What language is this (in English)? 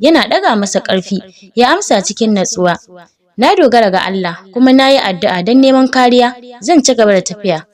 Hausa